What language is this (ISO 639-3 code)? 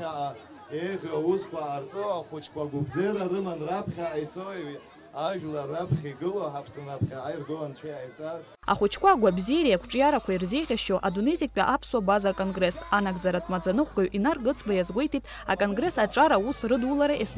abk